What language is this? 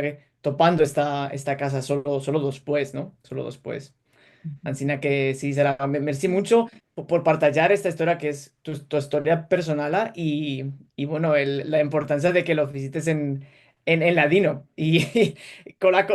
Ladino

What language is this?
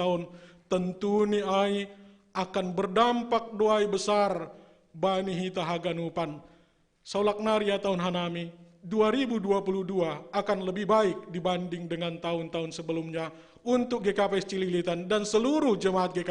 Batak Simalungun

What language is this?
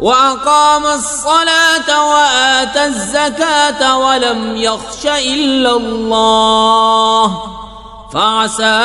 Kashmiri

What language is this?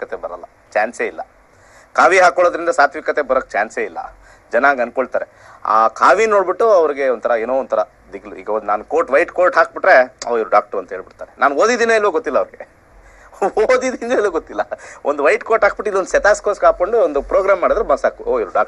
Kannada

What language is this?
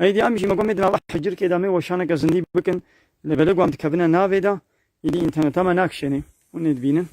Kurdish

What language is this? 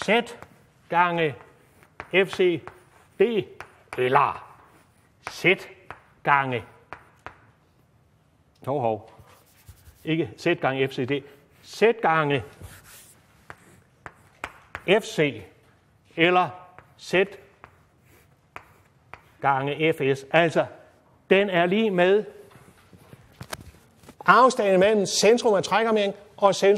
Danish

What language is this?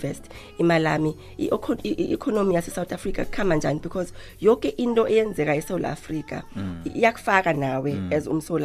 South Ndebele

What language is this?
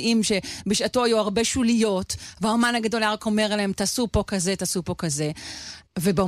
Hebrew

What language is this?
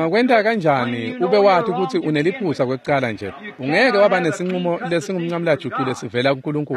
Swati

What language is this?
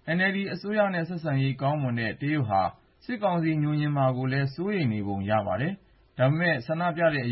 Burmese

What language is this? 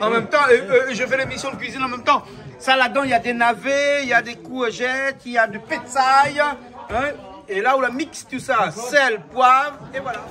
Réunion Creole French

